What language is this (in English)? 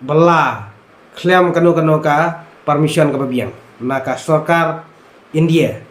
Khasi